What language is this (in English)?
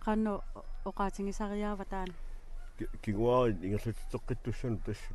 Kalaallisut